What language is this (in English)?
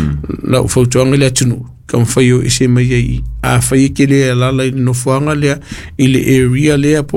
Samoan